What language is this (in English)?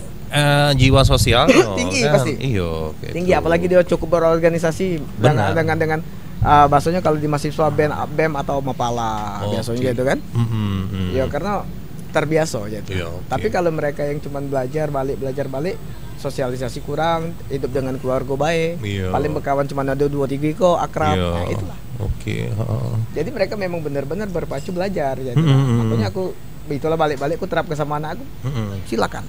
Musi